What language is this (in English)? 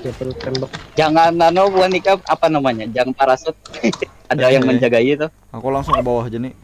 Banjar